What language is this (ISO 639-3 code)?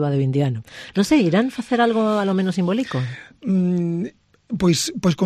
glg